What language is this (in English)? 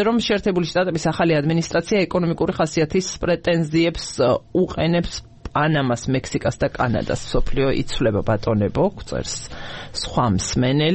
Georgian